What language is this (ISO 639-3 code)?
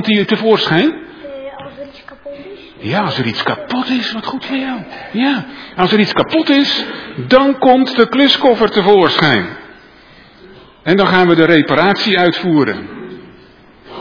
nld